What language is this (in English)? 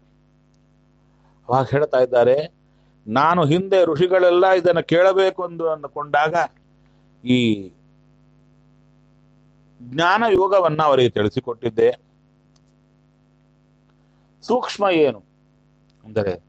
Kannada